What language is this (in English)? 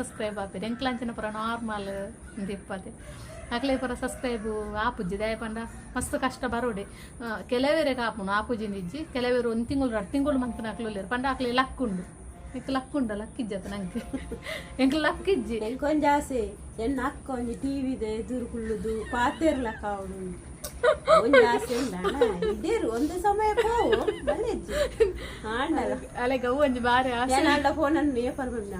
Tulu